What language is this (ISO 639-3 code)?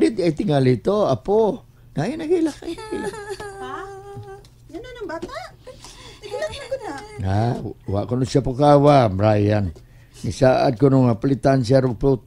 ceb